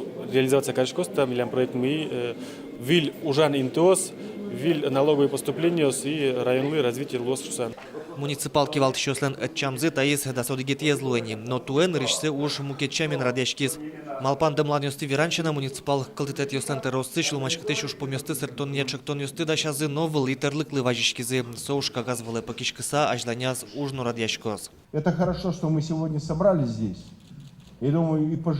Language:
Udmurt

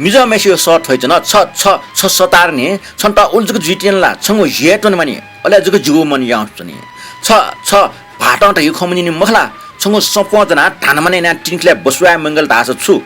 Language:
Newari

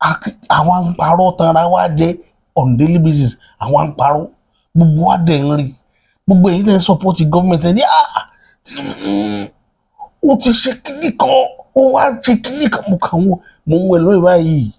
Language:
Yoruba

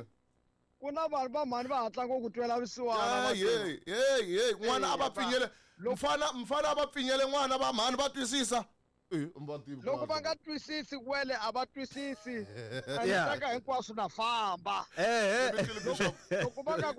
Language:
Tsonga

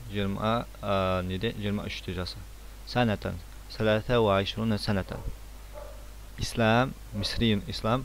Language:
Kazakh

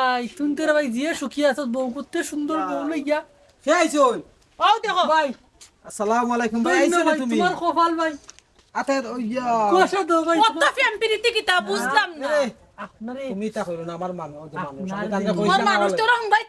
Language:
Sylheti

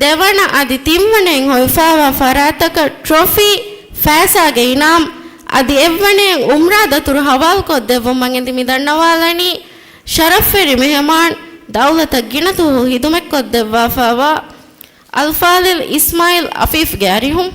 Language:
Divehi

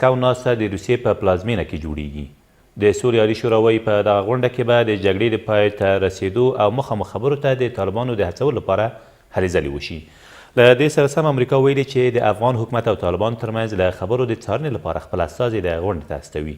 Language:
Pashto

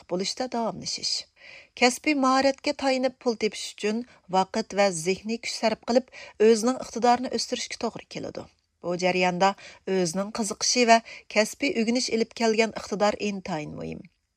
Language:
Uyghur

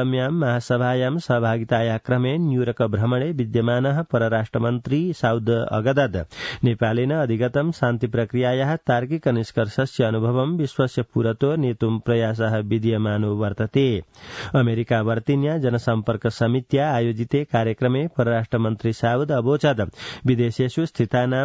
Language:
Sanskrit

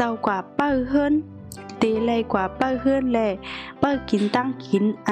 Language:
Shan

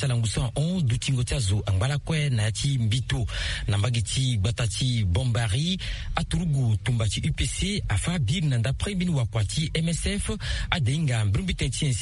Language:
Sango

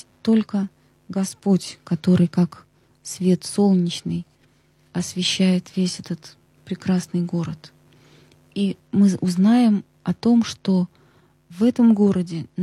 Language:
Russian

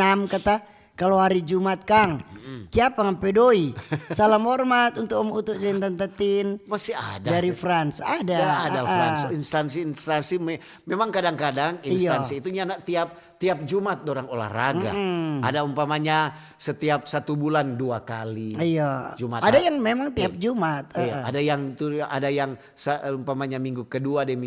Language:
Manado Malay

